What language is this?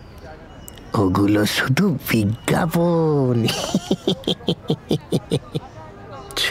Bangla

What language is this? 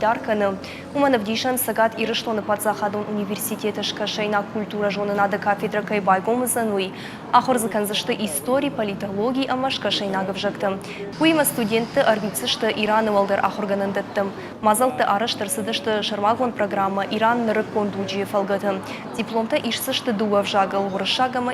Ossetic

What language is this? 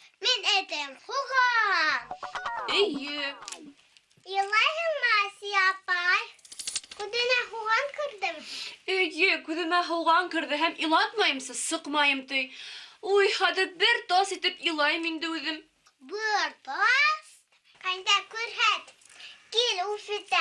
Bashkir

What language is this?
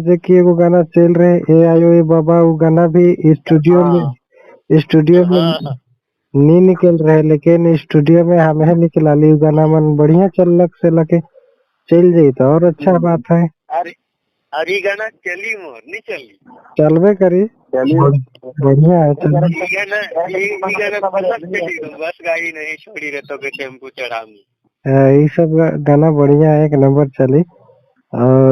Sadri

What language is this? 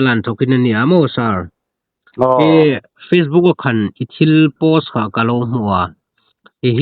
Hmar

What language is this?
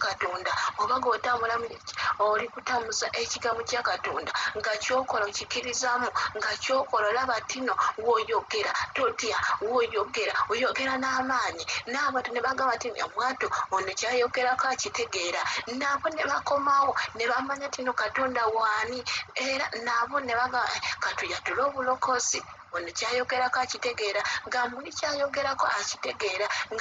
Ganda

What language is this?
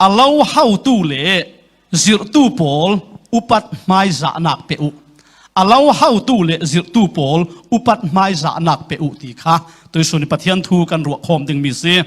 Falam Chin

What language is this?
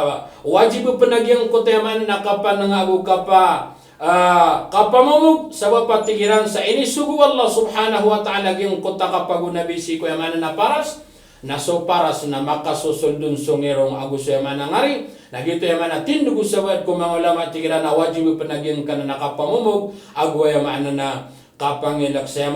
Maranao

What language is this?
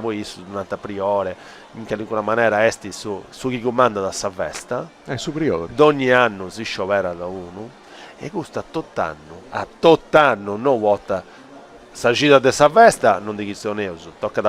Sardinian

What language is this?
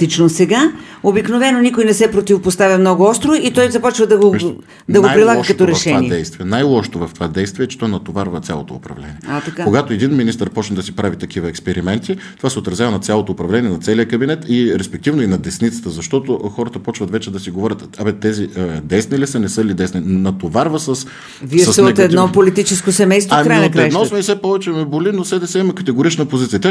Bulgarian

